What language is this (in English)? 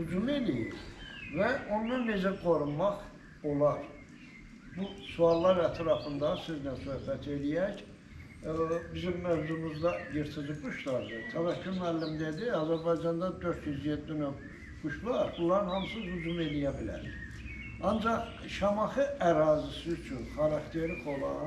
Azerbaijani